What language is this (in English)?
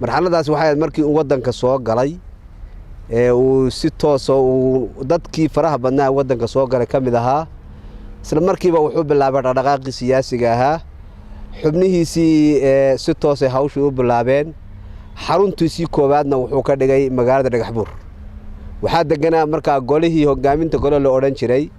Somali